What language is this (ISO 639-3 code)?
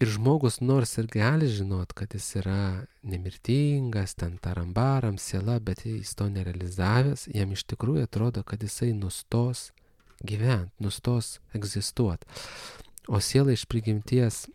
lit